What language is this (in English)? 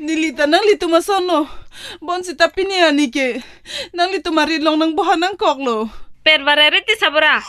Karbi